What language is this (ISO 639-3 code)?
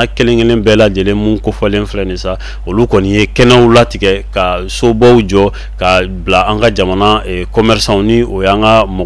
bam